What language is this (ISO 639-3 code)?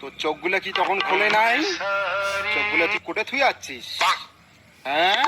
rkt